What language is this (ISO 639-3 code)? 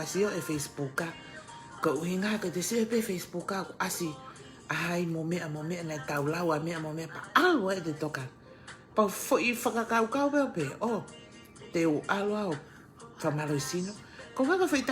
ton